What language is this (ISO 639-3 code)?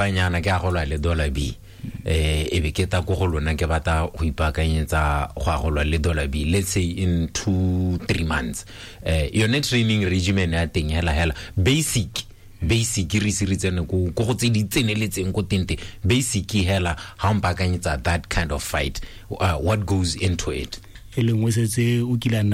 tsn